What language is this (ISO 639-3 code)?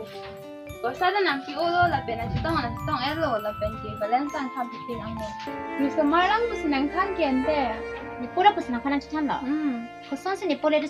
mjw